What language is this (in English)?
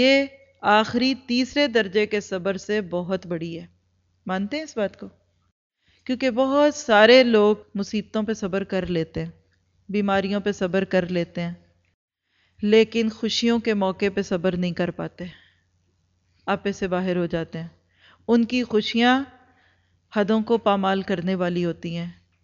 Urdu